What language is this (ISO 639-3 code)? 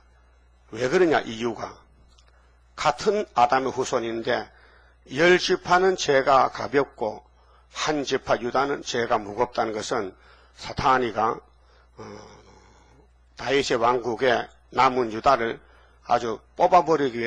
kor